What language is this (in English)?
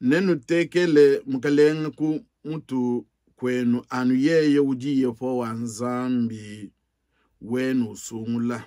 Luba-Lulua